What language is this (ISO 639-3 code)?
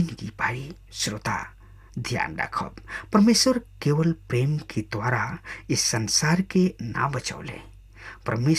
bho